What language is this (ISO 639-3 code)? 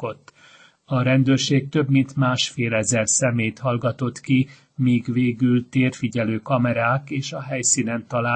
hun